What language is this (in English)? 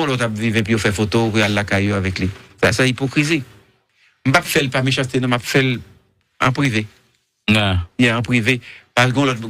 Haitian Creole